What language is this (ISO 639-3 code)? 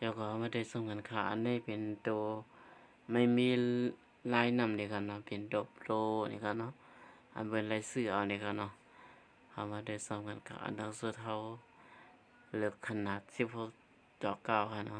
shn